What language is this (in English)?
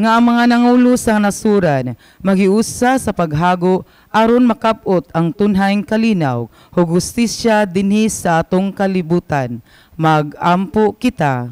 Cebuano